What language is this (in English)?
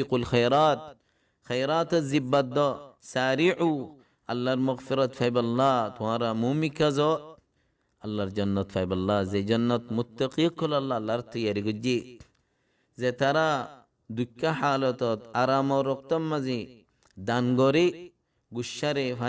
Rohingya